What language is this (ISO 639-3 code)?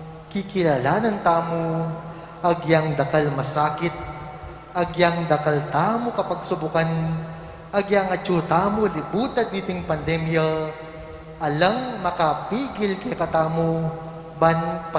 pam